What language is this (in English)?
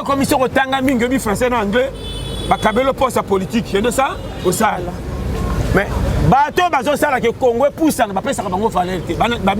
Lingala